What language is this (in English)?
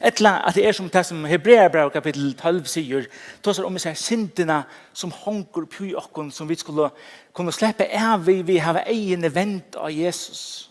Faroese